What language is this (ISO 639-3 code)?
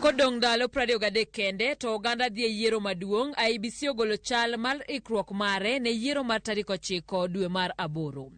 luo